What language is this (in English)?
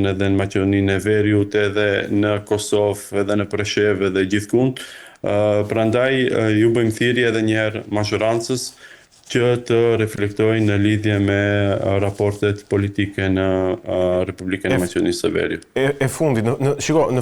Albanian